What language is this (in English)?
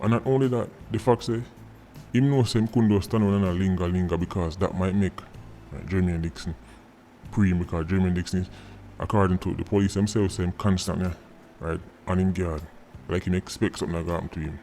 Jamaican Creole English